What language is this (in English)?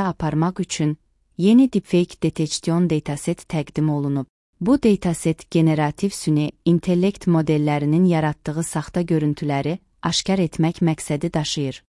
Azerbaijani